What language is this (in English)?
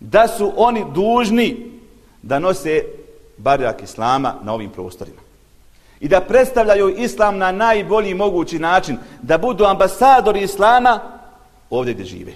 Bosnian